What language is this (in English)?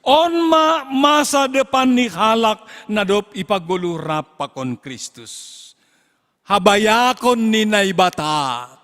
Batak Simalungun